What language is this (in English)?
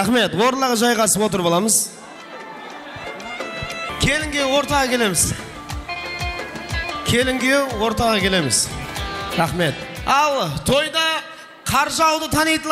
Kara-Kalpak